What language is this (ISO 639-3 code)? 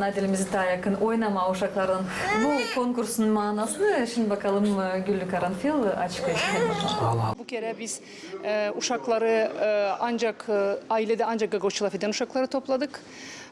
gag